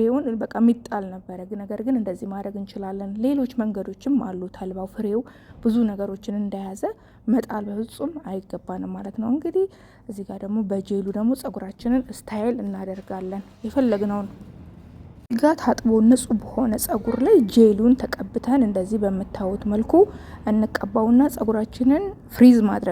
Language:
Amharic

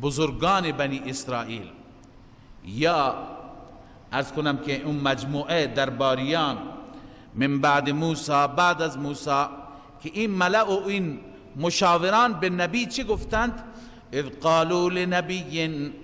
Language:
Persian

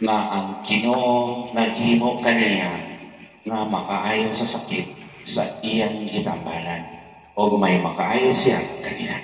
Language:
Cebuano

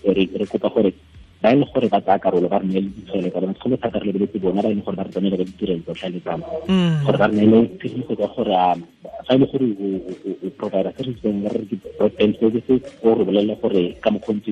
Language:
Tswana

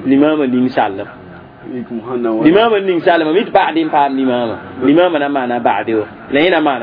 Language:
Mossi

